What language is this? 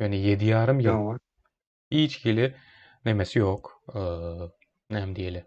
Turkmen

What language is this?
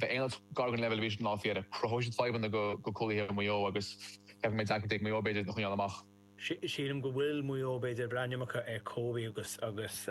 Irish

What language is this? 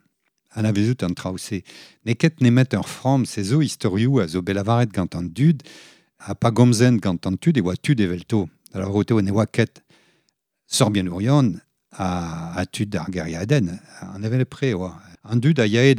Breton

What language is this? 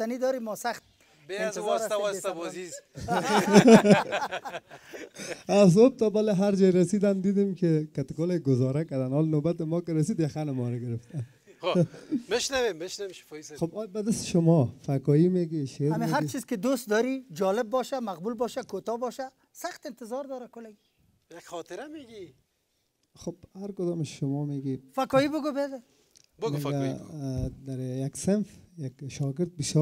Persian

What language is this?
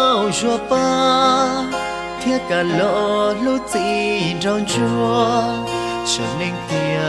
Hmong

